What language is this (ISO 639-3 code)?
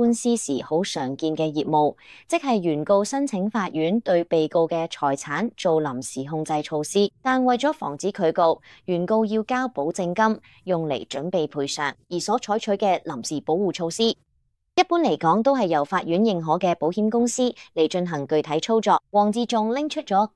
yue